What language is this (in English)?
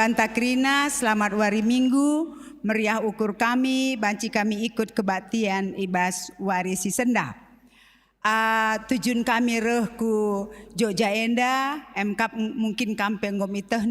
Batak Karo